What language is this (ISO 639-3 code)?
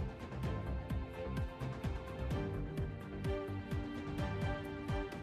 tam